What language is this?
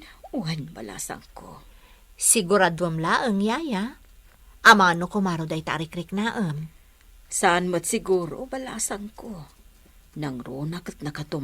Iloko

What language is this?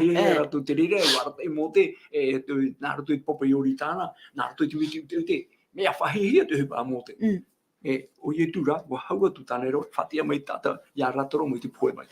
Tahitian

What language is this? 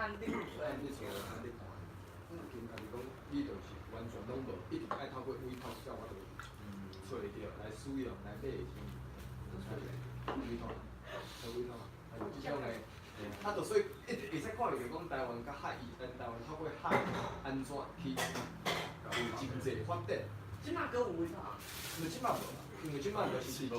Min Nan Chinese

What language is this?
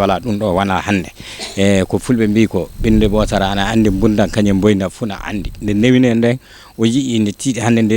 Fula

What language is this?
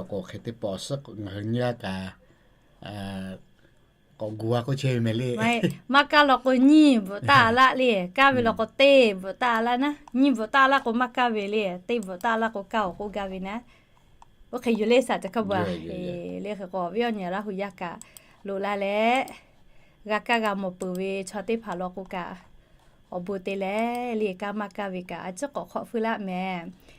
Lahu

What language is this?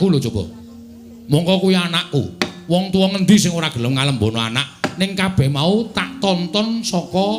Javanese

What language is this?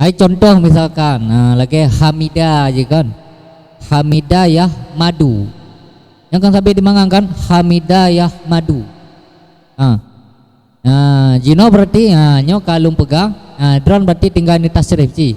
Achinese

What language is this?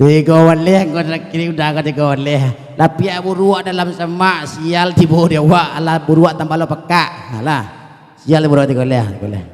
Minangkabau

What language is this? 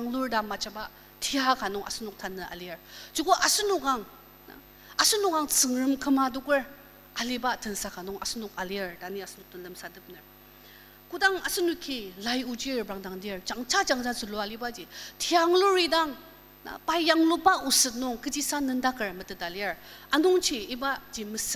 Ao Naga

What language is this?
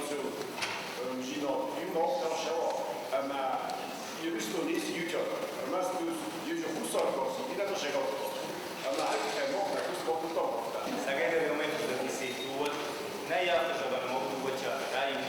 Ossetic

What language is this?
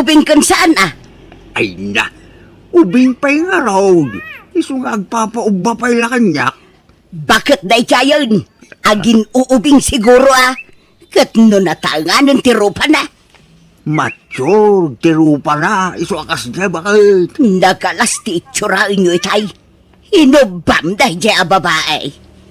Iloko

